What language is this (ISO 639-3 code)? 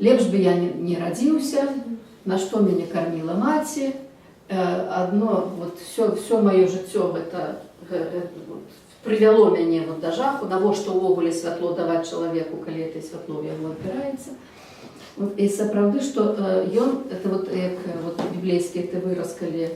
bel